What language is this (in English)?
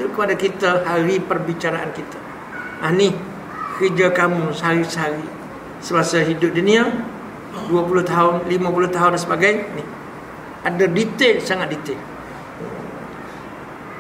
Malay